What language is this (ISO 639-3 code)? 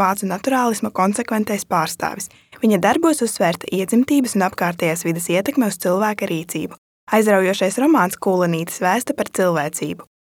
lav